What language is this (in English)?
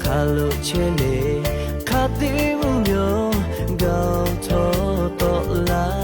Lahu